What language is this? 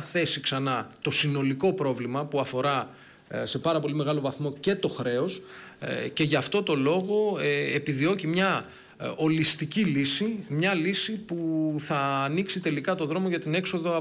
Greek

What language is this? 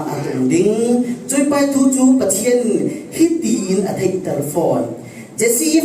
Falam Chin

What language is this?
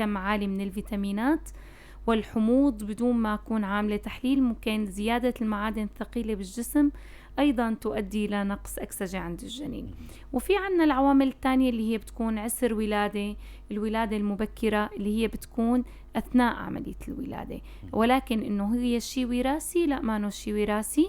North Levantine Arabic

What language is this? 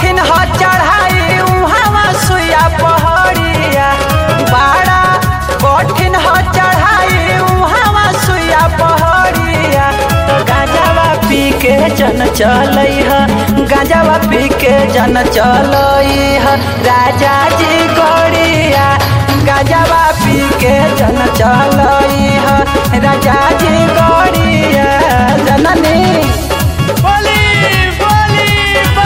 Bhojpuri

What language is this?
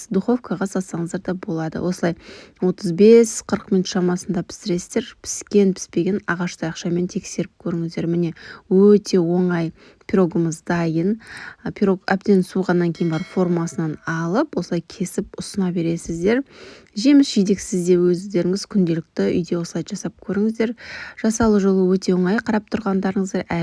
Kazakh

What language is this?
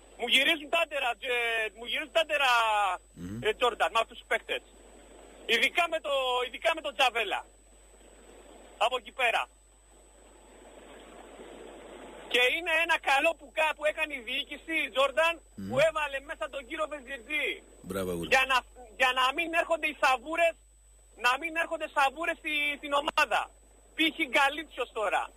Greek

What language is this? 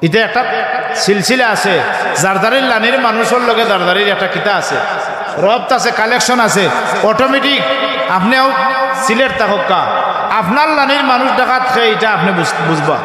Sylheti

